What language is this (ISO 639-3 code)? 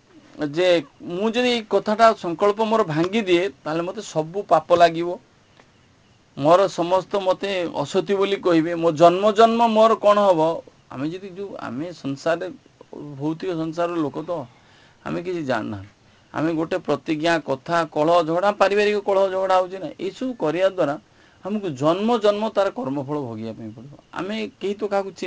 ori